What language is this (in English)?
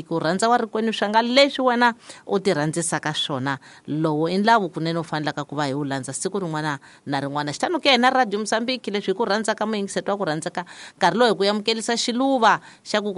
Tsonga